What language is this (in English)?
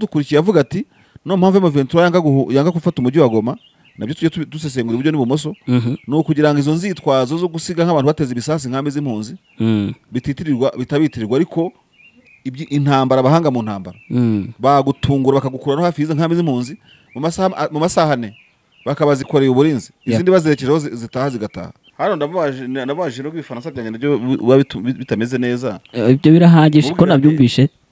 Kinyarwanda